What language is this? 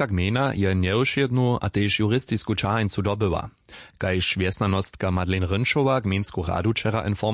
Upper Sorbian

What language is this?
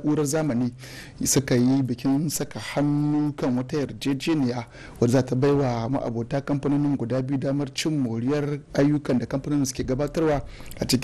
Hausa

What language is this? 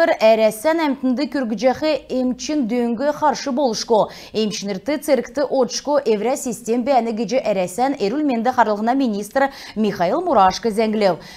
Kalmyk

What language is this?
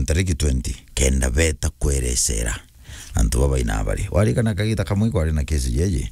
Meru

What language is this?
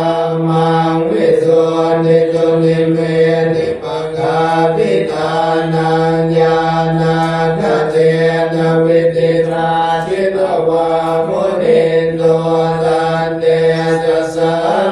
Pali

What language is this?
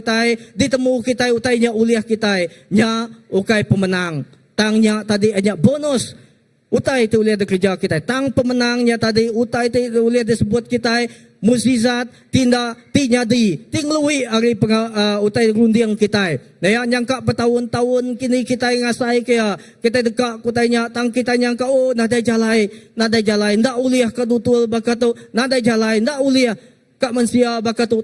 Iban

